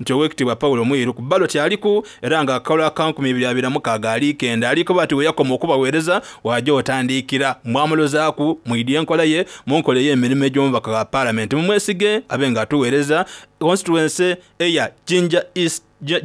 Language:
Soga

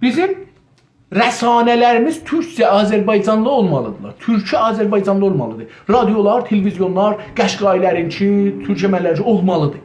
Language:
South Azerbaijani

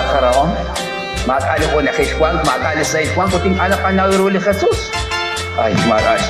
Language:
Kekchí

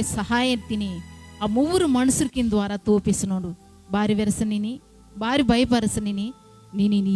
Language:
Koya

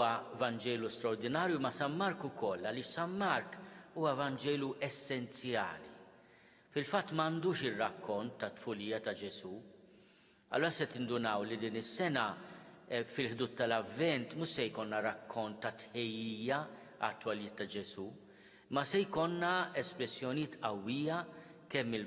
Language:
Maltese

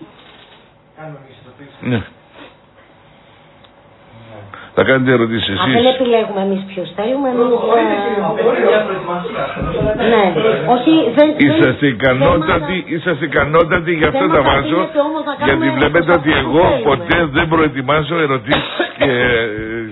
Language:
Greek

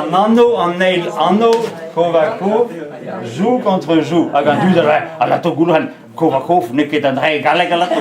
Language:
Breton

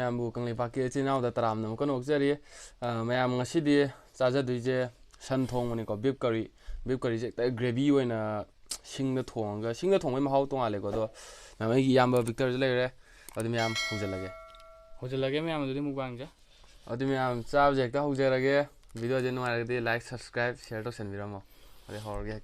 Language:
Manipuri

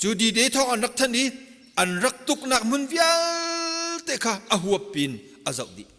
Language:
Hakha Chin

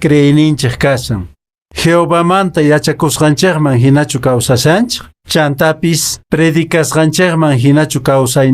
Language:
Quechua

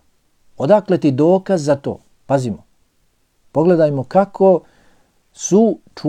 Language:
Bosnian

